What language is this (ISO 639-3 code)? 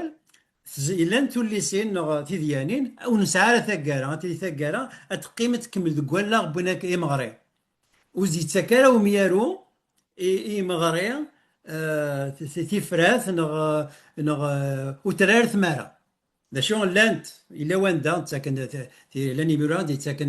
kab